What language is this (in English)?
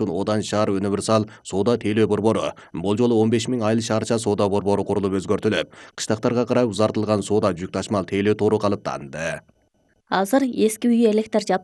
Kyrgyz